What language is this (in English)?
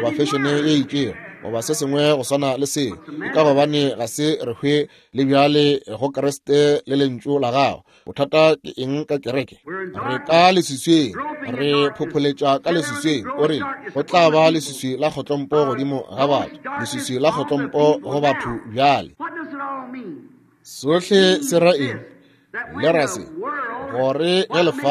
Northern Sotho